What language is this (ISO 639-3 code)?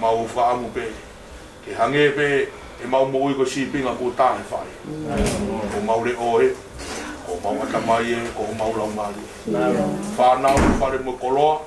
ton